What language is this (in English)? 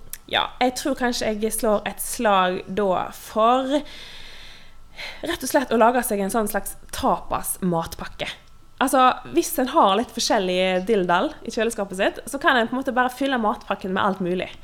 Norwegian